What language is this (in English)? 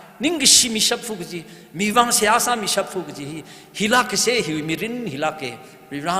Tangkhul Naga (India)